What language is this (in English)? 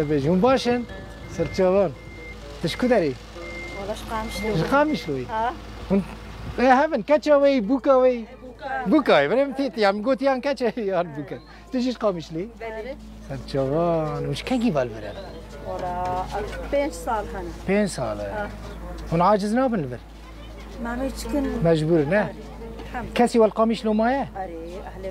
Kurdish